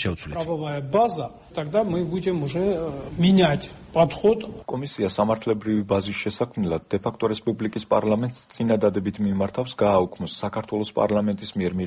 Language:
Georgian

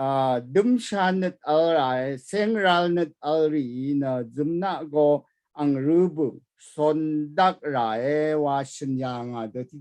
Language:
Rawang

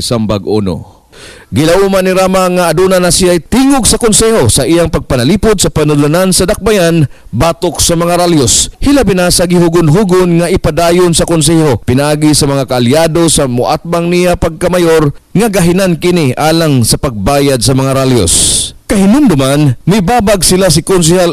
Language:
Cebuano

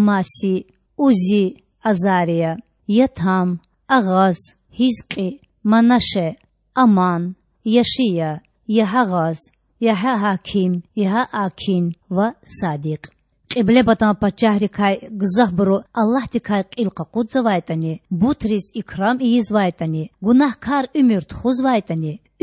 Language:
Lezghian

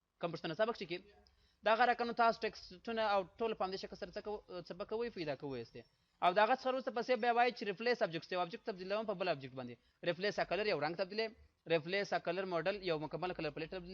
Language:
Pashto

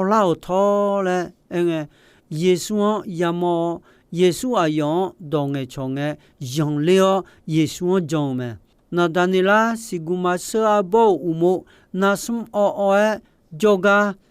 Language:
Akha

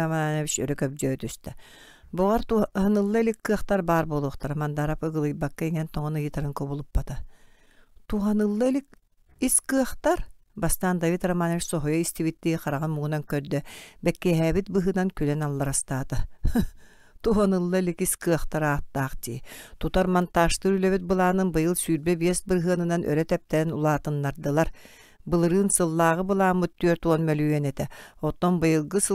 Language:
Yakut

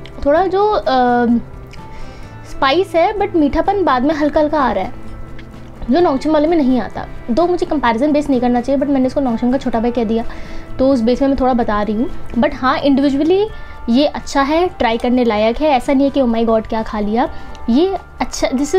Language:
Hindi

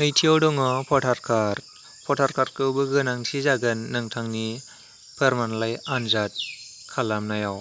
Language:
Bodo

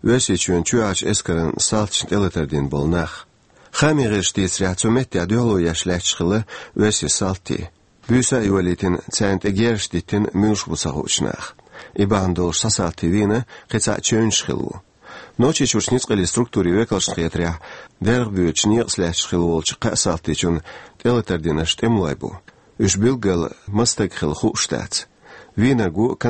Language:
Chechen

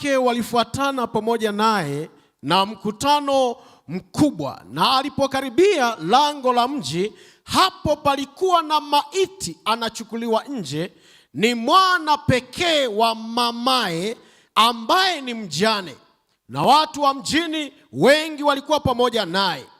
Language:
Swahili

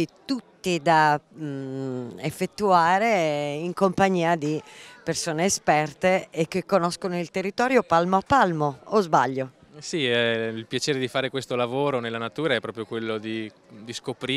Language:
Italian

